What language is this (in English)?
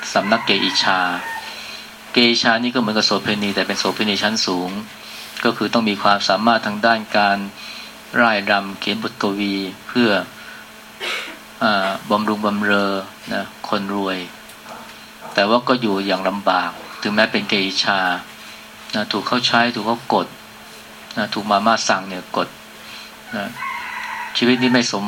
Thai